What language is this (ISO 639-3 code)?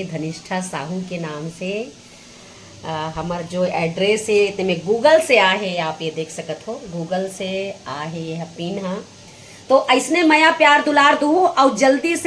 hne